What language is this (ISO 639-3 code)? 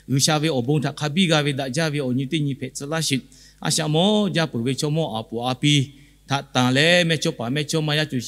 lhu